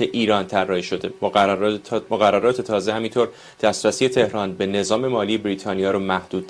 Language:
Persian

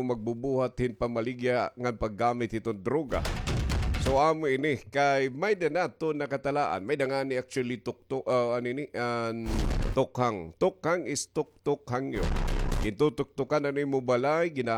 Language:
Waray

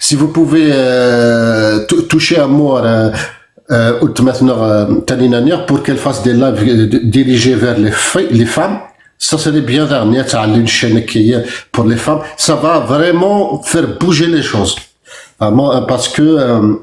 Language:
Kabyle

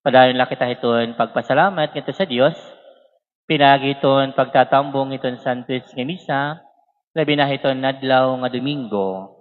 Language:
Waray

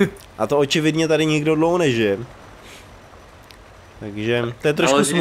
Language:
Czech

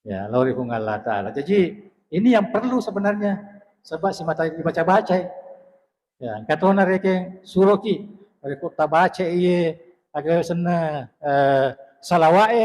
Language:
Buginese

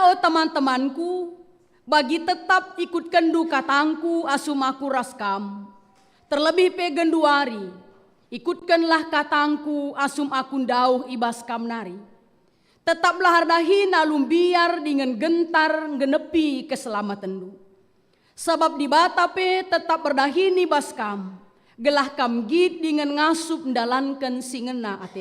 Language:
Batak Karo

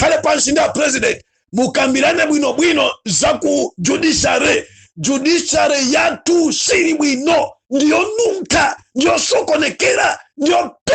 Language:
Nyanja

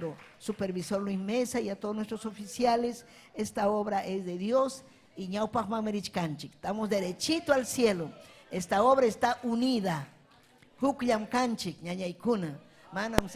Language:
Ayacucho Quechua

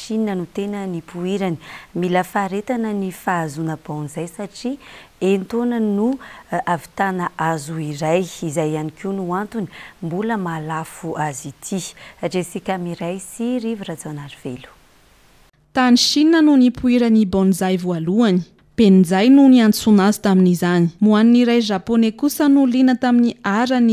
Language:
Malagasy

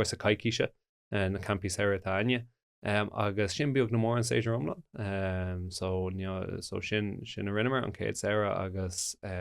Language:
Irish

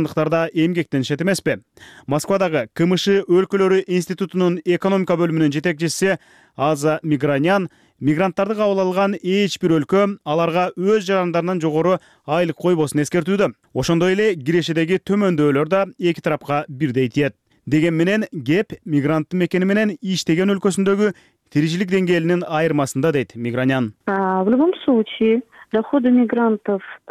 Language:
Kyrgyz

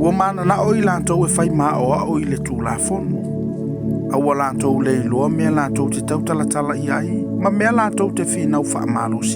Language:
Samoan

